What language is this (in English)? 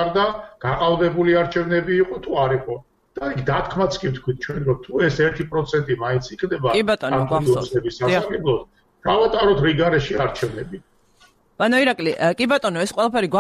Georgian